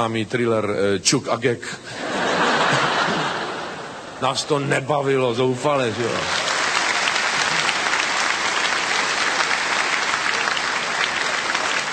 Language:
Czech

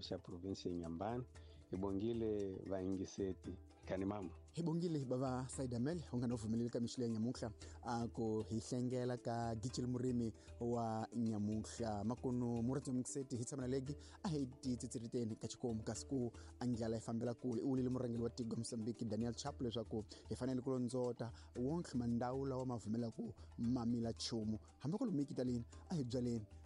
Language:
Tsonga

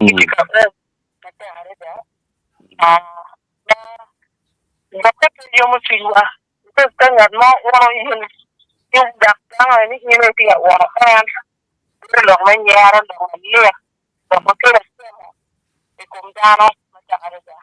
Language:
Acoli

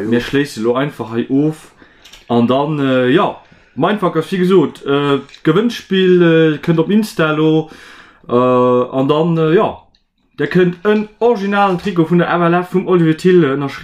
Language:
Luxembourgish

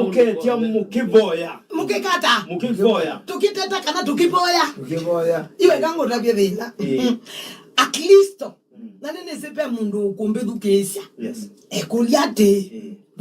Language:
Kamba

